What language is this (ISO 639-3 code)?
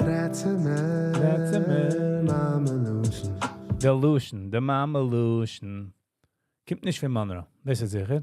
yid